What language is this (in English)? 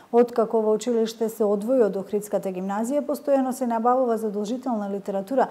Macedonian